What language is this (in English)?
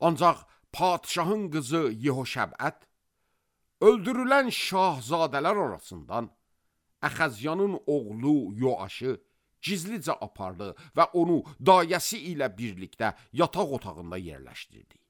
Azerbaijani